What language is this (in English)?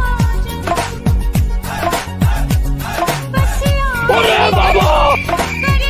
Bhojpuri